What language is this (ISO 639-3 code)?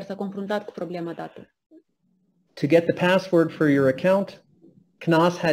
ron